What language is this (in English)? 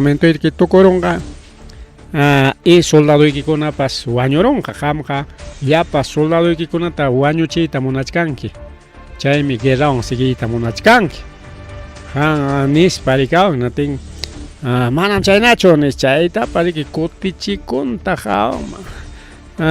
Ayacucho Quechua